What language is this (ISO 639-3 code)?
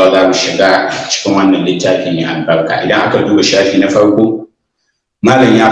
hau